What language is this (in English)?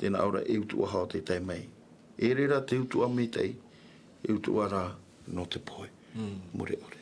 Tahitian